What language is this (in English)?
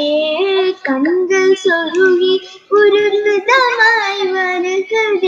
Tamil